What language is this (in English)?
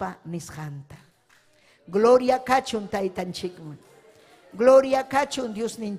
Ayacucho Quechua